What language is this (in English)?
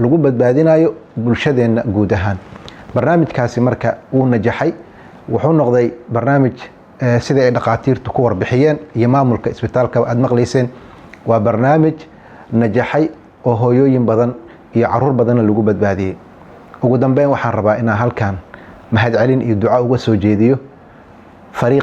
Somali